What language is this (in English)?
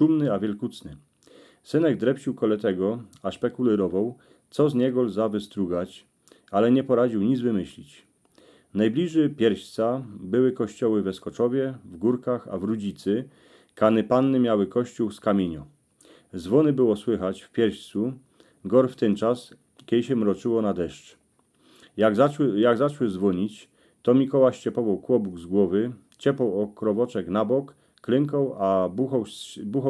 Silesian